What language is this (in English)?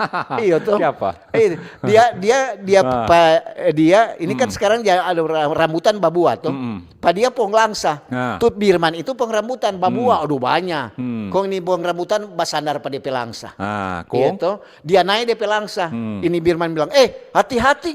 Manado Malay